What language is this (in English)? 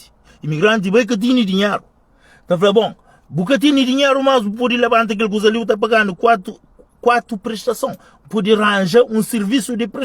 Kabuverdianu